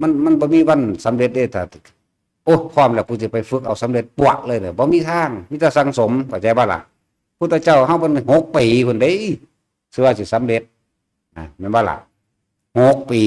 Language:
Northeastern Thai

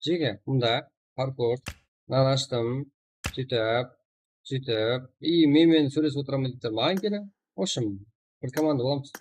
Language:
Kara-Kalpak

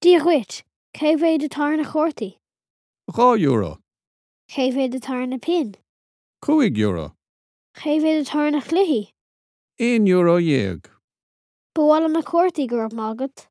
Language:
Irish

